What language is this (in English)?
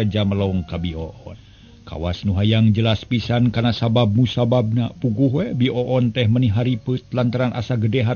Sundanese